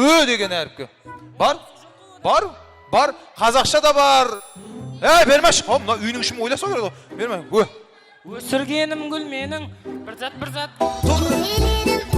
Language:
Kara-Kalpak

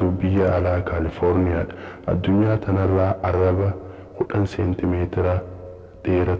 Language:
Oromo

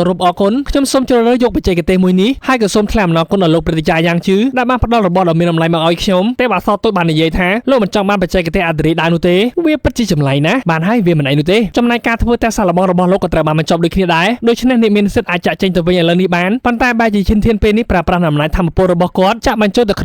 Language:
Khmer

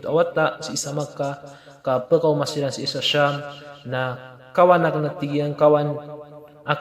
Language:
Maranao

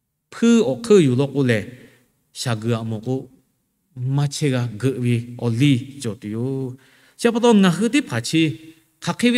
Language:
Lahu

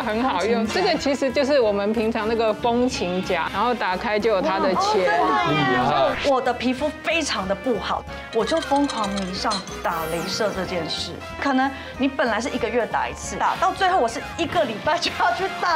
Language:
Chinese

